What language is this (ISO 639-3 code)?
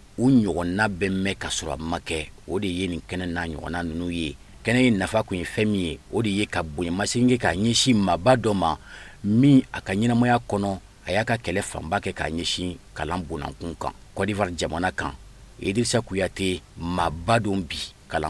bam